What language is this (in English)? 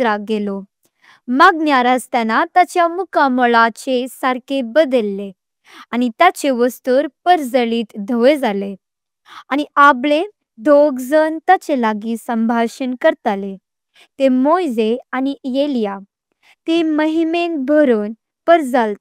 Konkani